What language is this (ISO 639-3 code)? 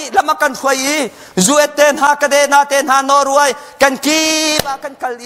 cnh